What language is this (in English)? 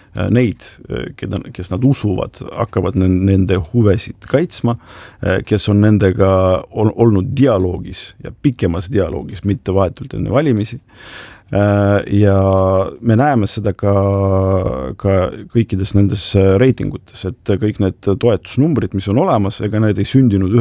Estonian